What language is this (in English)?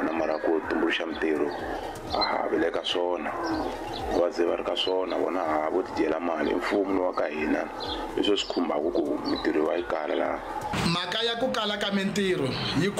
Tsonga